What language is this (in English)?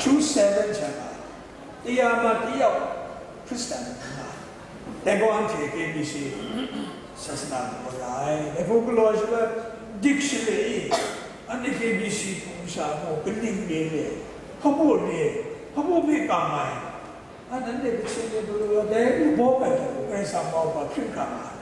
Kachin